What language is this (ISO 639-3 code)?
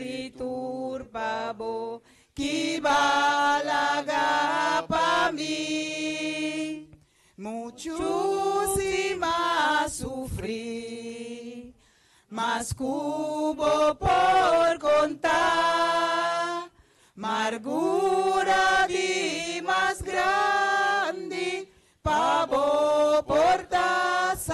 pap